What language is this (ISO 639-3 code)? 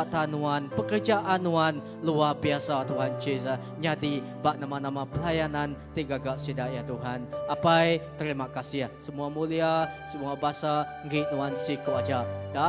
iba